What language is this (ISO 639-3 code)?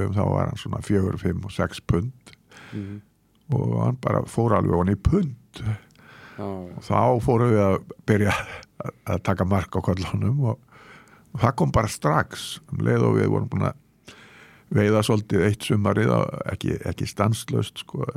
isl